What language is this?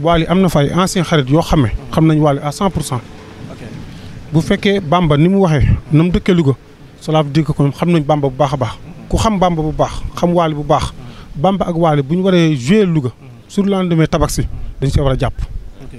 Wolof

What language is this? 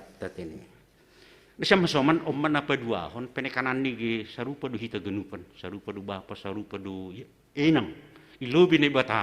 Batak Simalungun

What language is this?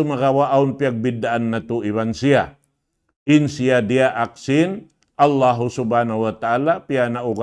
Tausug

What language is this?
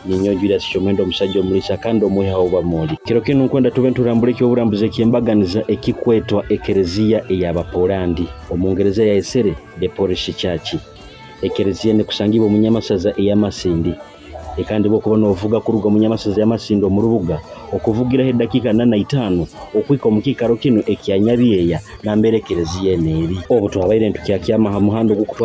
Nyoro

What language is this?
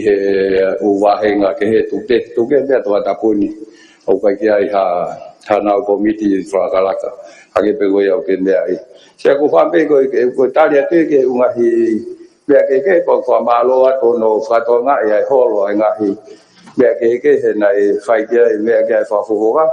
Tongan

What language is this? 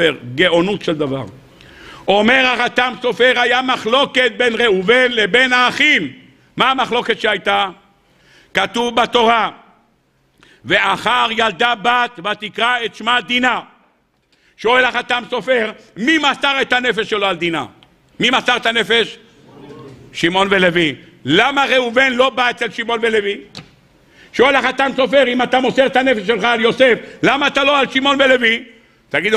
Hebrew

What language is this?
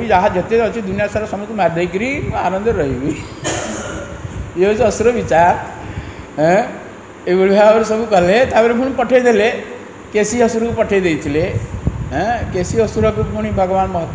Odia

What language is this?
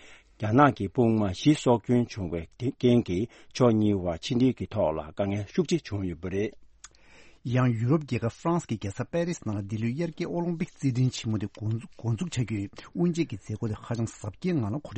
Tibetan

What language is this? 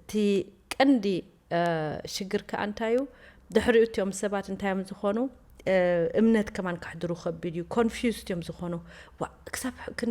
Tigrinya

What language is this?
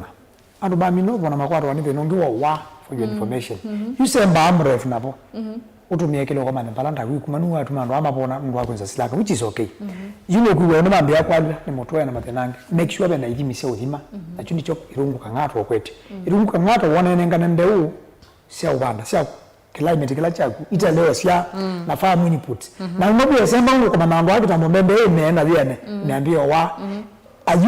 Kamba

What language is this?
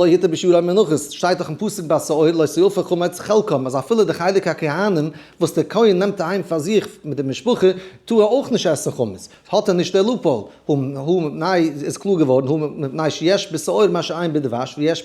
Yiddish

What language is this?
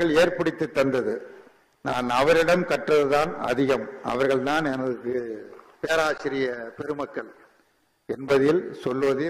Tamil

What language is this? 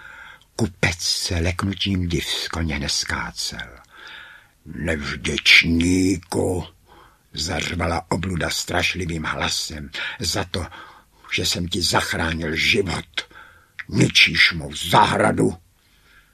Czech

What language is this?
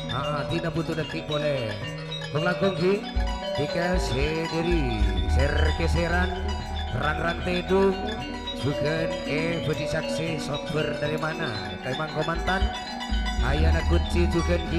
Madurese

